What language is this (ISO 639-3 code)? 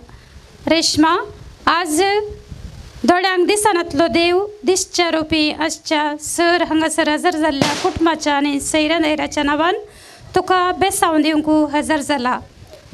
kok